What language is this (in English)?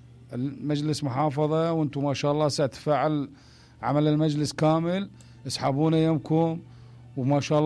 Mesopotamian Arabic